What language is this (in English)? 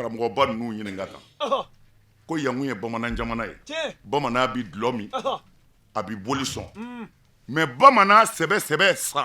Bambara